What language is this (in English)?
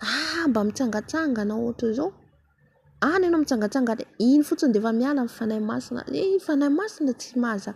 Malagasy